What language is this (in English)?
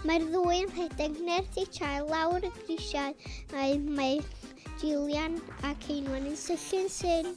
Welsh